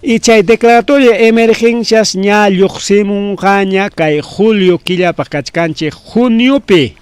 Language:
Ayacucho Quechua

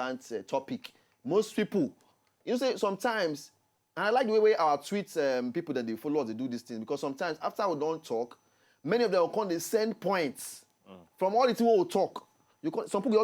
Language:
Nigerian Pidgin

